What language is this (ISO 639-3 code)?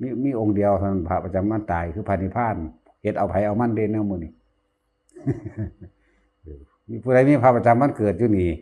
lao